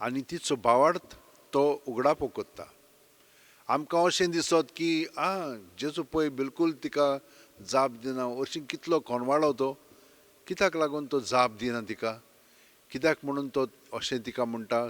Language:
Konkani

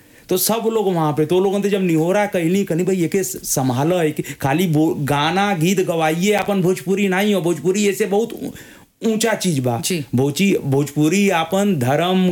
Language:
Bhojpuri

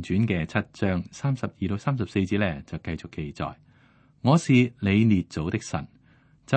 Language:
Cantonese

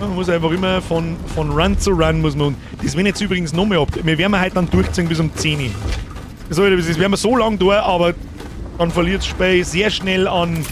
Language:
Bavarian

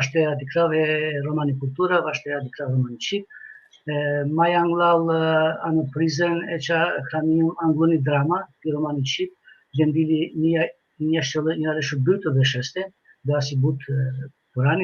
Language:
Balkan Romani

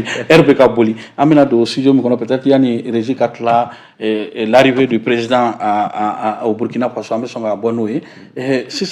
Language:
Bambara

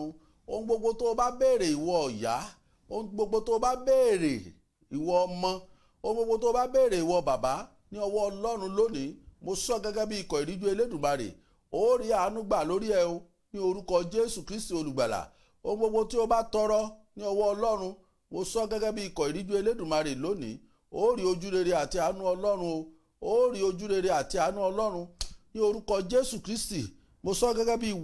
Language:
Yoruba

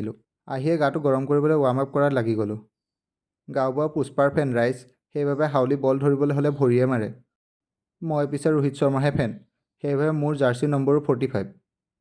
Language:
Assamese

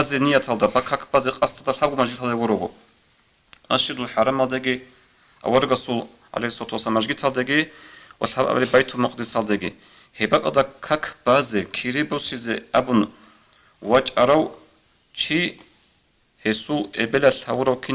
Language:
Avaric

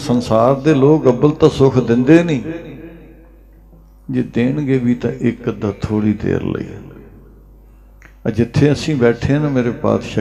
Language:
Punjabi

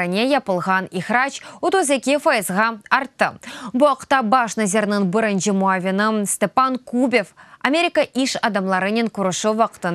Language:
Crimean Tatar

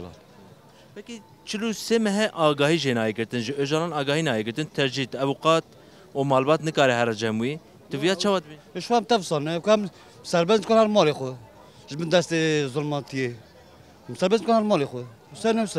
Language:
Kurdish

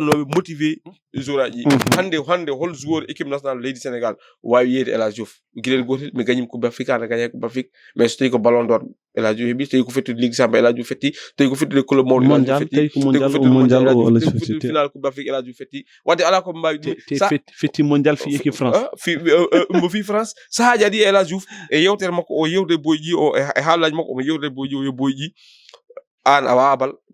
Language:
Fula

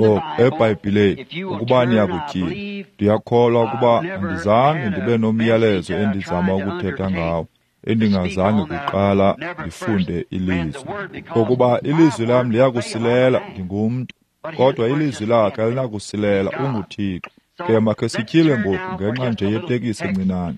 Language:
Xhosa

